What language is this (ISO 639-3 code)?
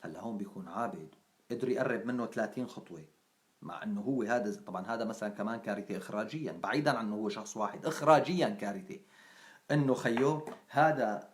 apc